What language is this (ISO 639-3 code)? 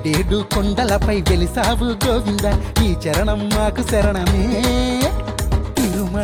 tel